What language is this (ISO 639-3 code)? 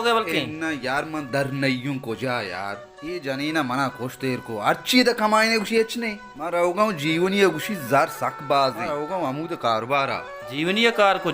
bal